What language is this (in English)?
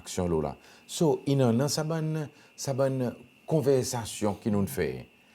Seselwa Creole French